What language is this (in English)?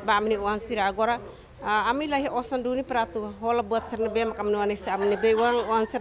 Tetum